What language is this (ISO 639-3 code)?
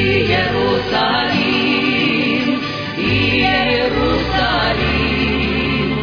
srp